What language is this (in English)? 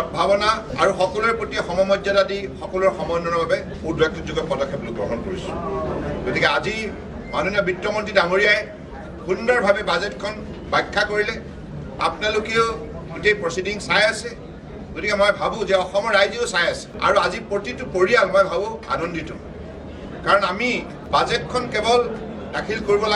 Assamese